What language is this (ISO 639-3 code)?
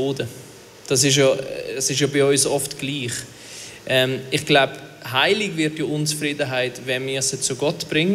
gsw